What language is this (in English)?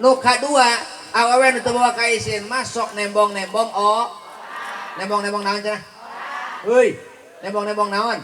Sundanese